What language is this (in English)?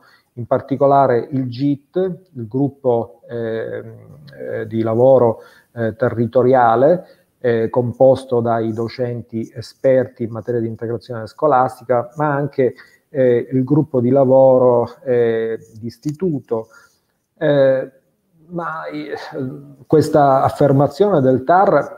Italian